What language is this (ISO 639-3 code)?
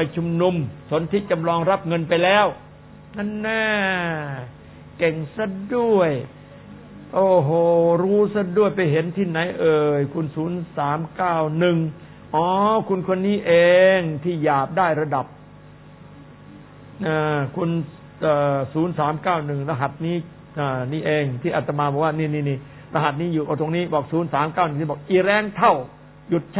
tha